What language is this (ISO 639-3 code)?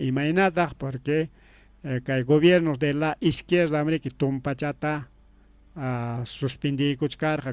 quy